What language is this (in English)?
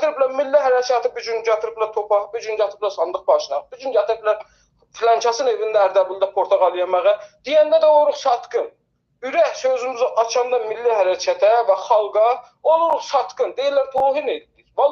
South Azerbaijani